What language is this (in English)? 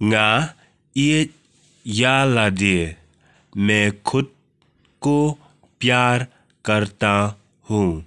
Khasi